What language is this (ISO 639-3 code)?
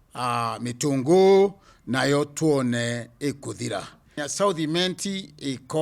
mer